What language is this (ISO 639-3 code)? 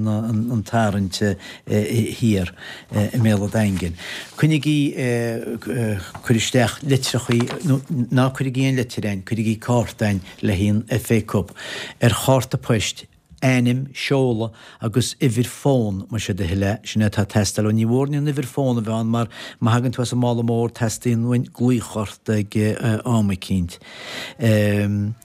gle